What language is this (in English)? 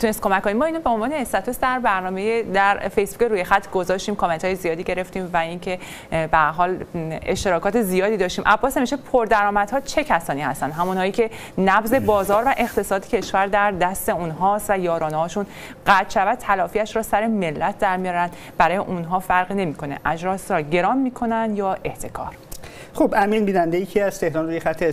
Persian